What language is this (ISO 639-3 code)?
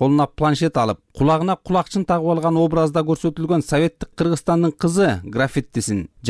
kir